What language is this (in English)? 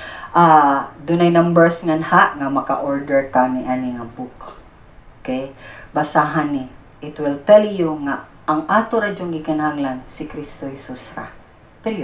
Cebuano